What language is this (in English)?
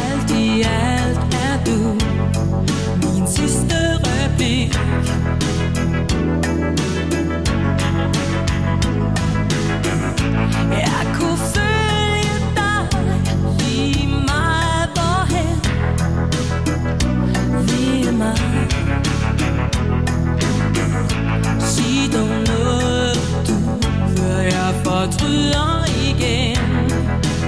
Danish